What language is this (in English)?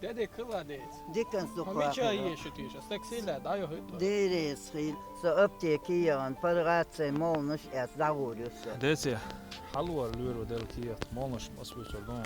Chechen